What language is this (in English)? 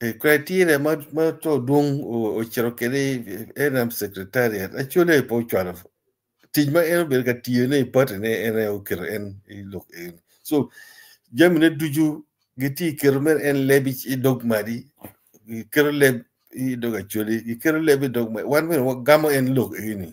Acoli